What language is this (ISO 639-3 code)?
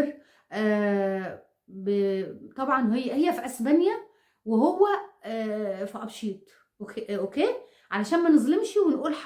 arz